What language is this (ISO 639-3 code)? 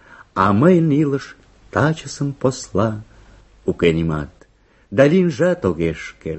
chm